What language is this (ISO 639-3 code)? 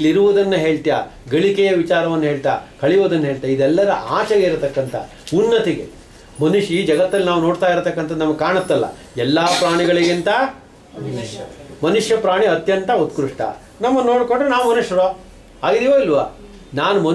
kan